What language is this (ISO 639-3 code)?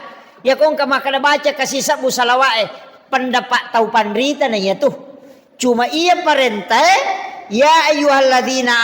bug